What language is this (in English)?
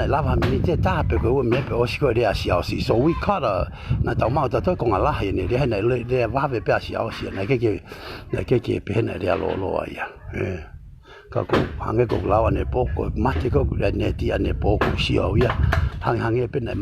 Tongan